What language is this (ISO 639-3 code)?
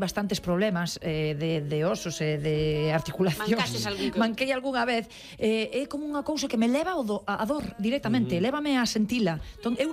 glg